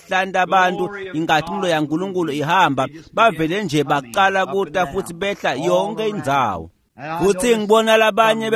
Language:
Swati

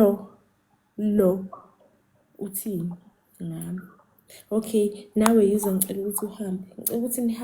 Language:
Zulu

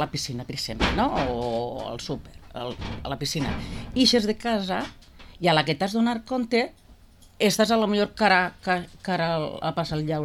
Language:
Catalan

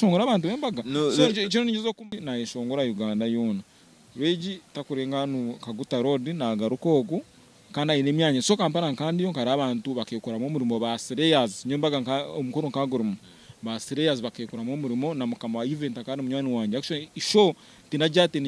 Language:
Nyankole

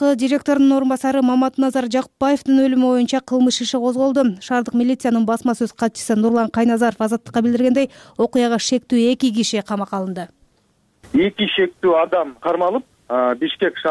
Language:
Kyrgyz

